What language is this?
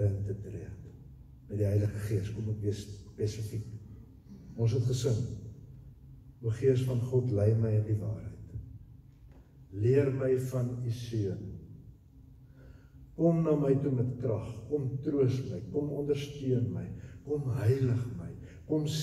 Afrikaans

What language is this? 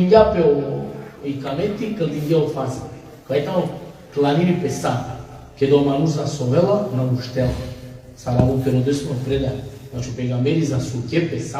Balkan Romani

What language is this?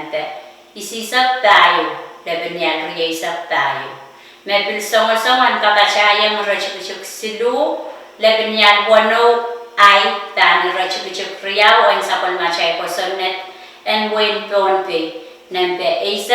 Pohnpeian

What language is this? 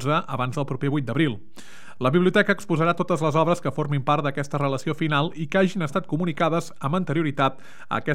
Catalan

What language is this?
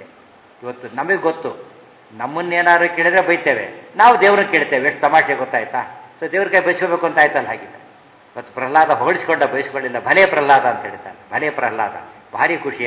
Kannada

